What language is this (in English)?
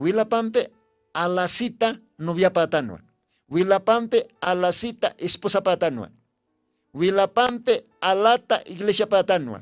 Aymara